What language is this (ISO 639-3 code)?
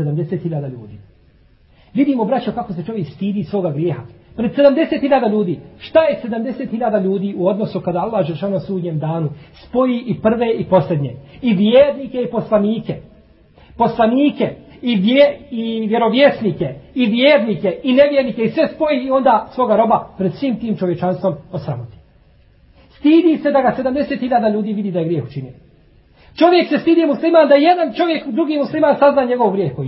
bos